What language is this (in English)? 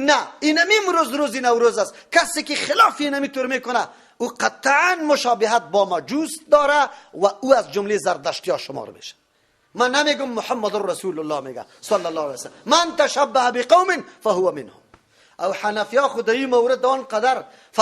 Persian